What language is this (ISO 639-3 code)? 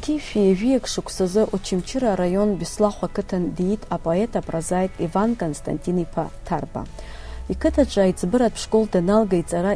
abk